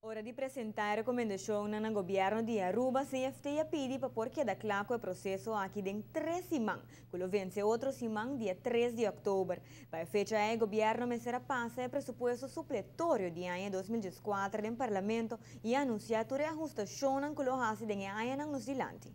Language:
Papiamento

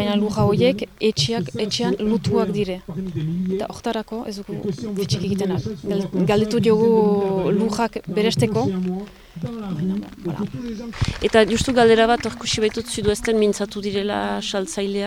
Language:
Basque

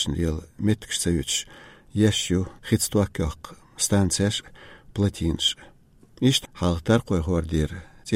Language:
Chechen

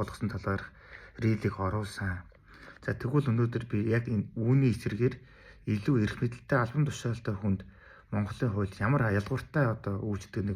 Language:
Mongolian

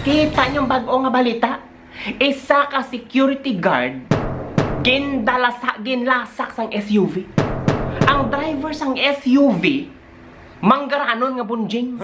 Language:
Hiligaynon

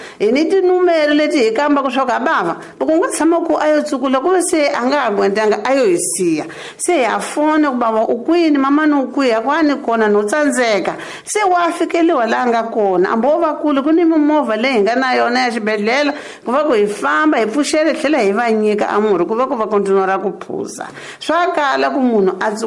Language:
Tsonga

